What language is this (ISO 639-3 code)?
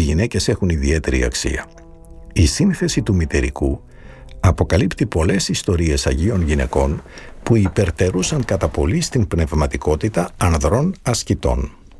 ell